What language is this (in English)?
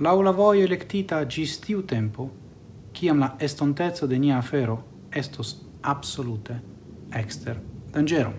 Esperanto